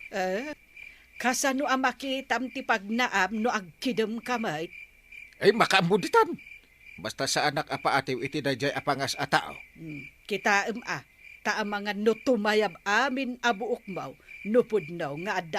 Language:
Iloko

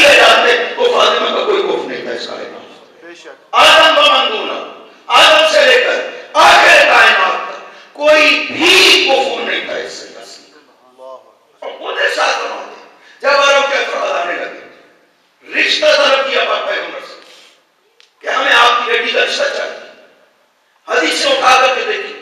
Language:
Urdu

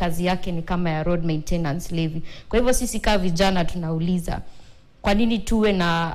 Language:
Swahili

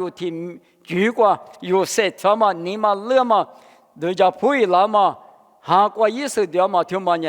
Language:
Lisu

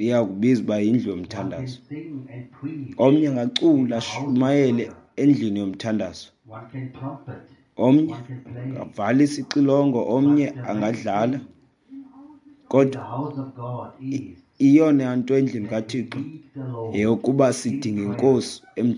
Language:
Xhosa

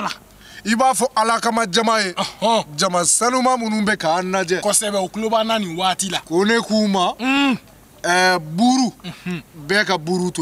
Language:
Bambara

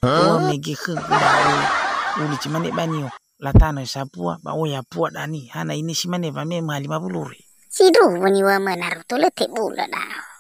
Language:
Nias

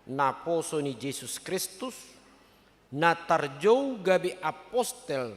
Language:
Batak Toba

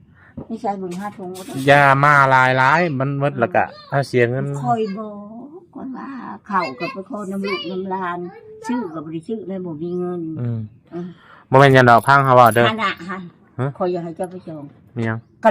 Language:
Lao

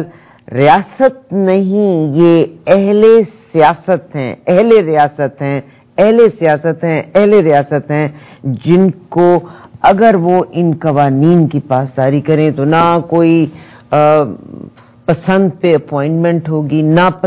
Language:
Urdu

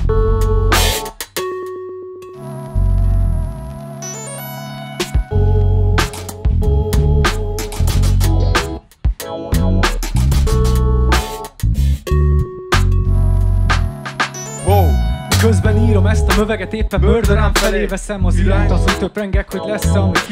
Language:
Hungarian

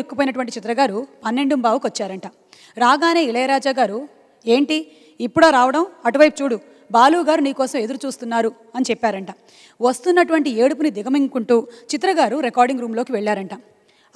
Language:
Telugu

